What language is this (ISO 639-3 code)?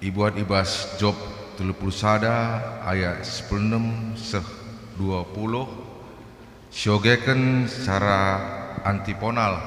btx